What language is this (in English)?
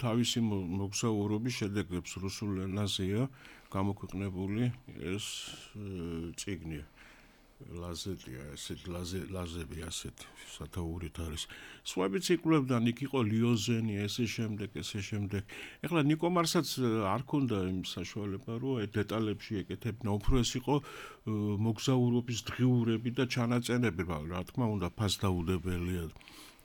Georgian